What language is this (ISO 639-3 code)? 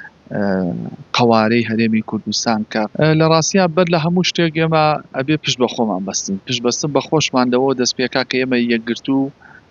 ckb